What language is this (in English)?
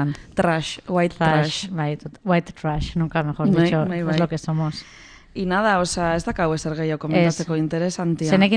Basque